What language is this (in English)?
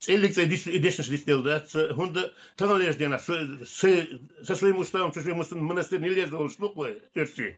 Chechen